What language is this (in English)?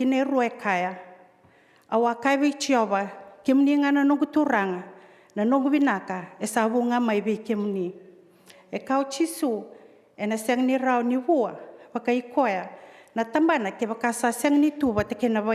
Fijian